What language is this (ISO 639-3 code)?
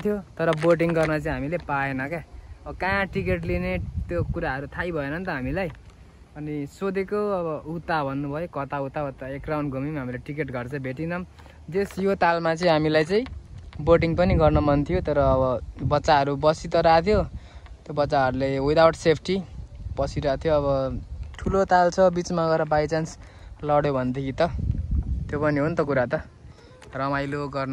nep